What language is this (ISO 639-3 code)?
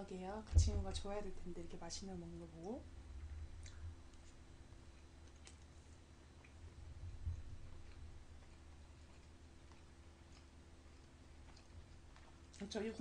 kor